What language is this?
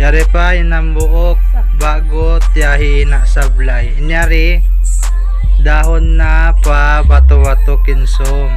Tausug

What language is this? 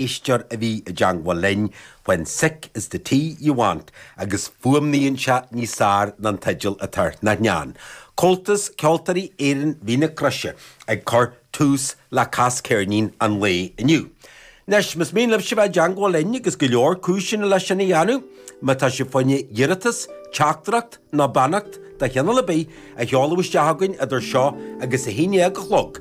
Irish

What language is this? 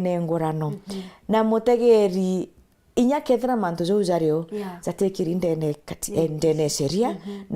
Meru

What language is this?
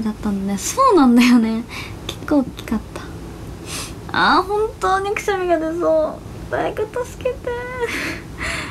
Japanese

